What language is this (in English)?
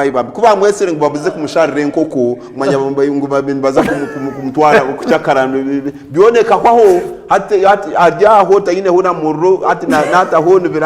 Nyankole